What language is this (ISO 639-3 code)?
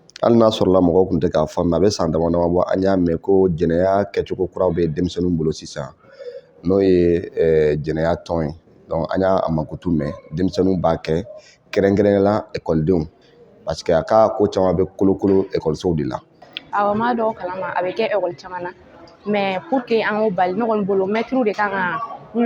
bam